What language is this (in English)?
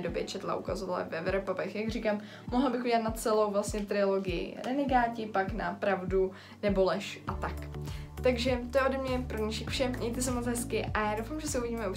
Czech